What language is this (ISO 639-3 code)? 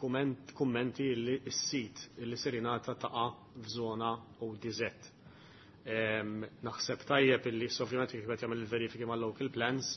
mlt